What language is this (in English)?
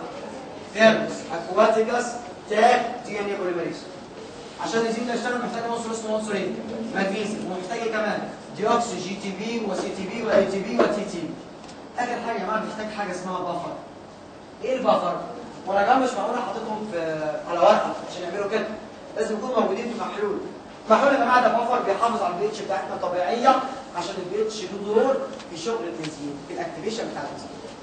Egyptian Arabic